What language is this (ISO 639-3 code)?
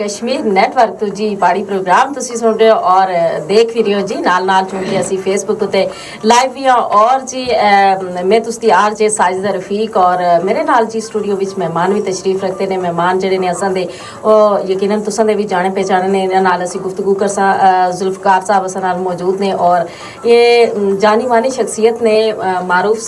gju